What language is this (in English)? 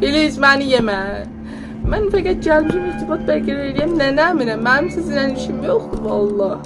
South Azerbaijani